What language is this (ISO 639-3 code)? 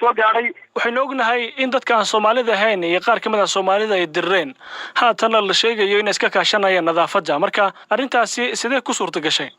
som